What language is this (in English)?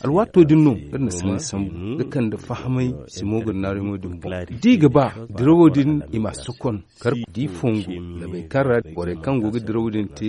Zarma